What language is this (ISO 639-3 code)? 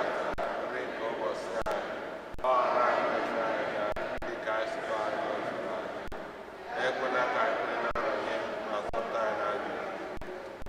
ibo